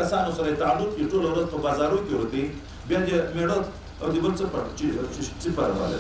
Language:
Pashto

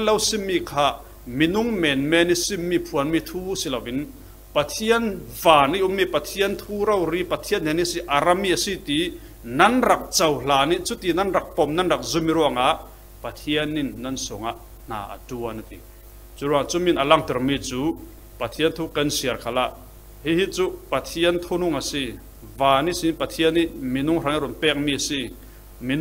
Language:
Falam Chin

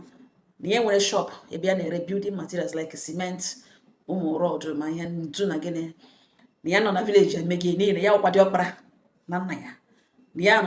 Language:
Igbo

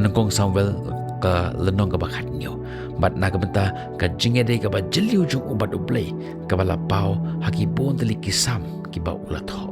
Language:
Khasi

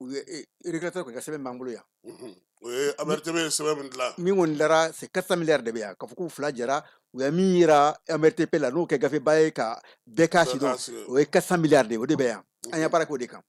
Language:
Bambara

